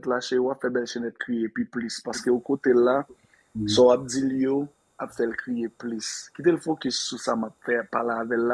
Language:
Haitian Creole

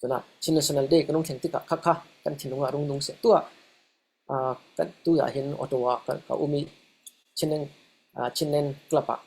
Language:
Falam Chin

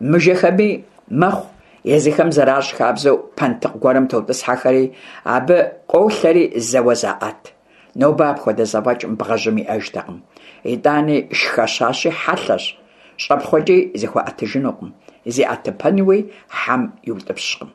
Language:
Kabardian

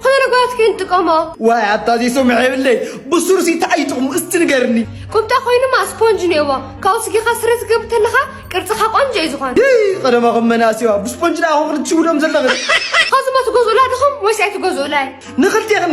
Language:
Tigrinya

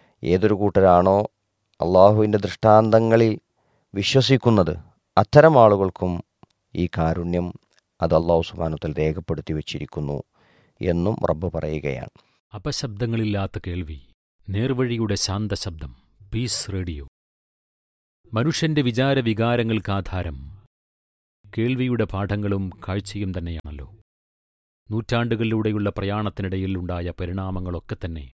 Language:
Malayalam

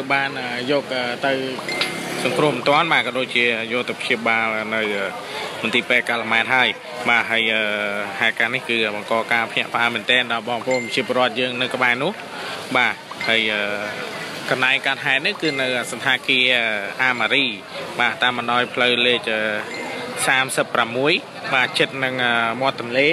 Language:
Khmer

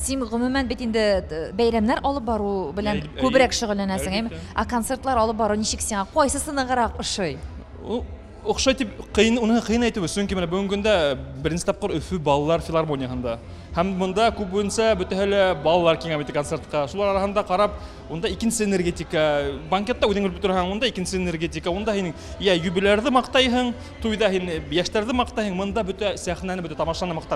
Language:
Tatar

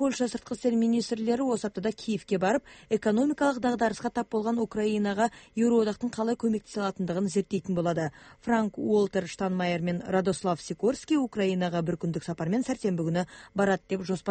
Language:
Kyrgyz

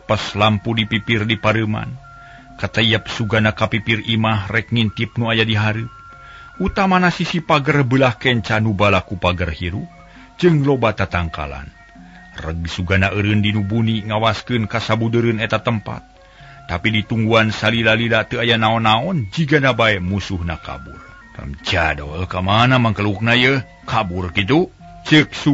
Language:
Sundanese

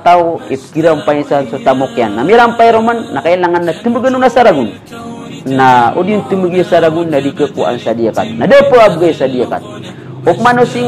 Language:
Maranao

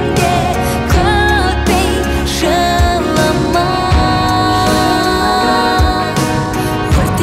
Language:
Kazakh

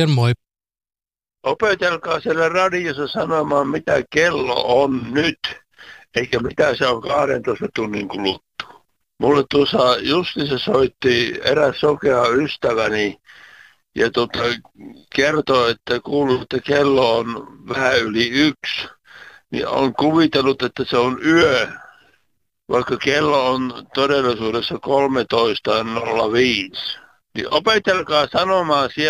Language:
Finnish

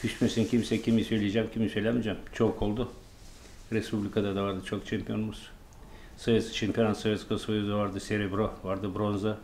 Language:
Gagauz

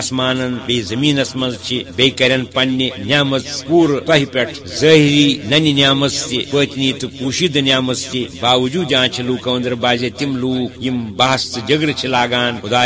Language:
Kashmiri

